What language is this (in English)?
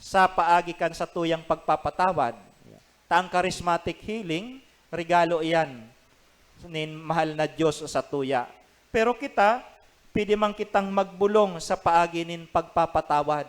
Bikol